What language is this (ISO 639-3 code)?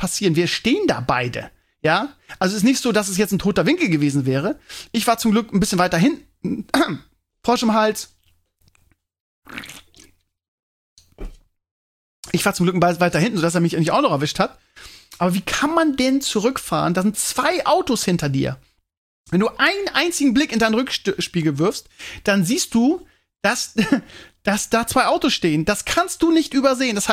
deu